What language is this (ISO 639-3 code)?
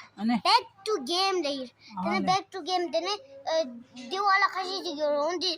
bod